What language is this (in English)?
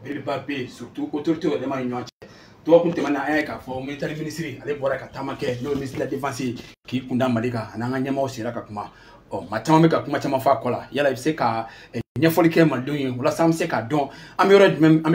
Bambara